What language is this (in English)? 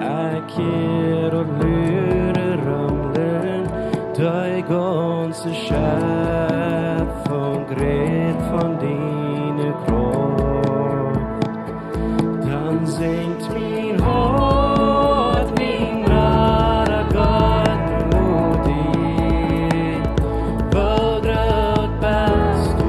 Plautdietsch